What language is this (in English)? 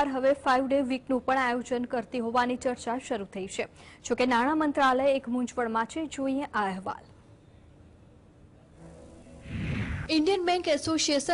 Gujarati